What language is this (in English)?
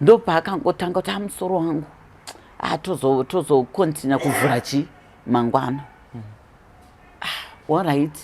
Shona